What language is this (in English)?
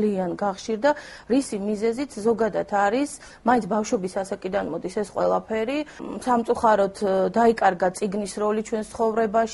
Georgian